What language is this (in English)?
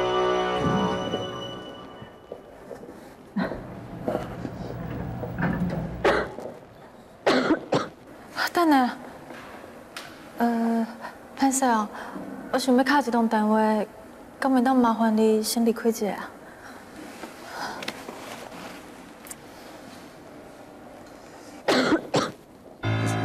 Min Nan Chinese